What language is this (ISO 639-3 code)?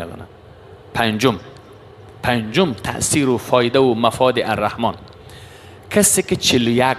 fas